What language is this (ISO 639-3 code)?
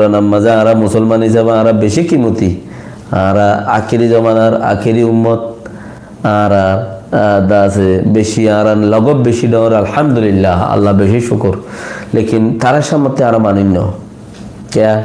rhg